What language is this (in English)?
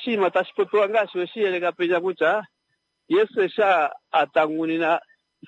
Kuanyama